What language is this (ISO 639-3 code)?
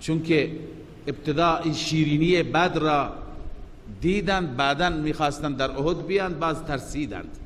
fas